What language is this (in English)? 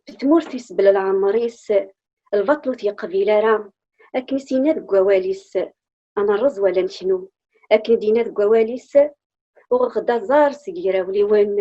Kabyle